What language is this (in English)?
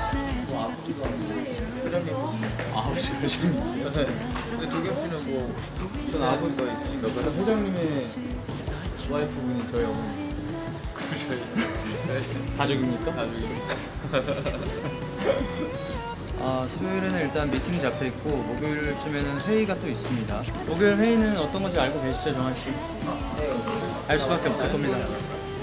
Korean